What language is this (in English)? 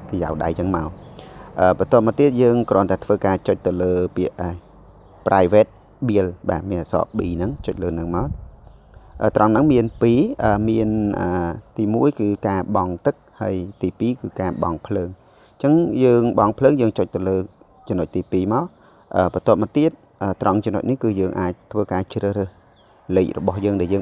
Khmer